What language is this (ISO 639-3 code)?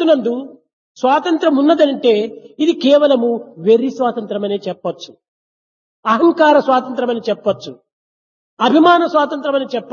tel